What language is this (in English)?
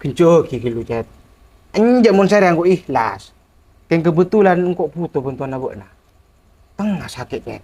Madurese